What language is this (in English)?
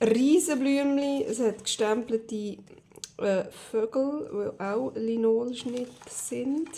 Swiss German